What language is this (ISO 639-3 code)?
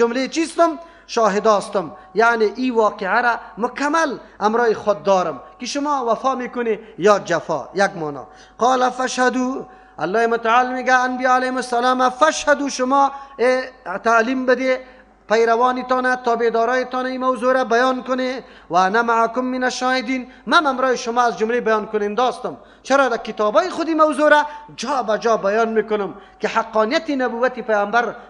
fas